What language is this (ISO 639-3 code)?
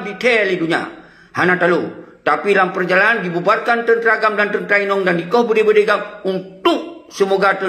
ace